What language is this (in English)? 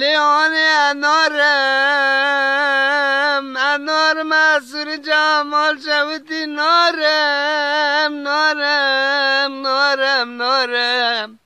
Kurdish